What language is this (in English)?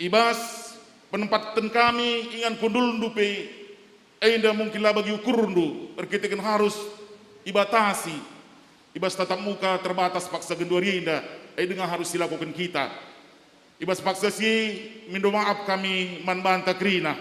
Batak Karo